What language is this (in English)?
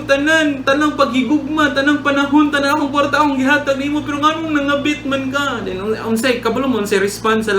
Cebuano